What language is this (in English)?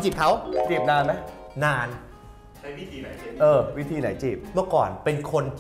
Thai